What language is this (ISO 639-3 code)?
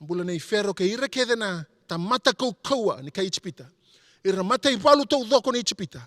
fij